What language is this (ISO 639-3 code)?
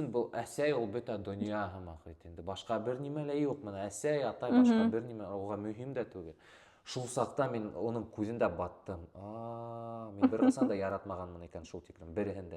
bak